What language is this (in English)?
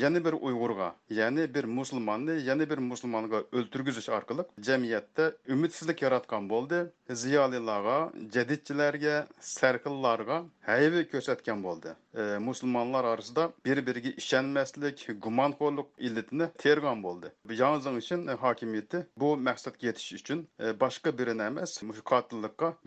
Uyghur